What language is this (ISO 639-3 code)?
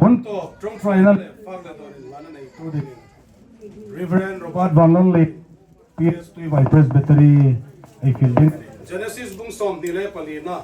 hmr